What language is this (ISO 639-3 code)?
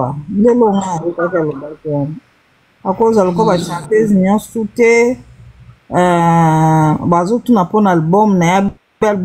lin